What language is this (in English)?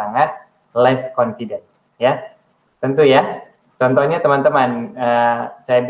Indonesian